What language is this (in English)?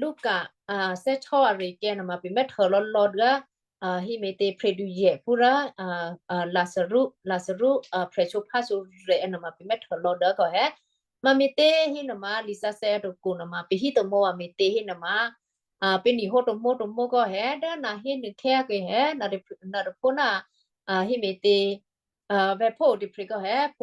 Western Kayah